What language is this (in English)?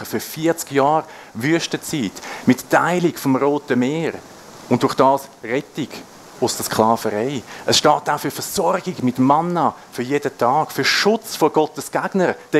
Swiss German